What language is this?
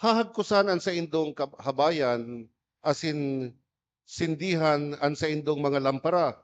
Bikol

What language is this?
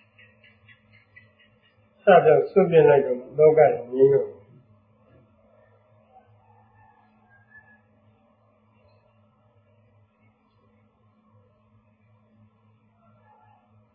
Burmese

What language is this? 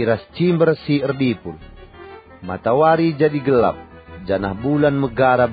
Batak Karo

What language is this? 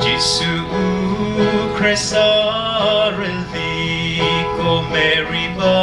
Chokri Naga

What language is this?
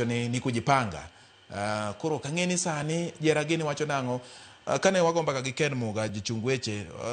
Luo (Kenya and Tanzania)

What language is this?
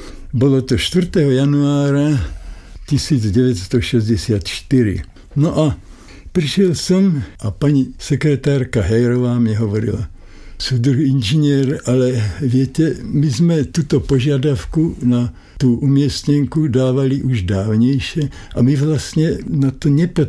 Slovak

